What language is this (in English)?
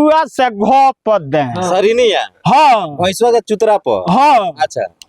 Bhojpuri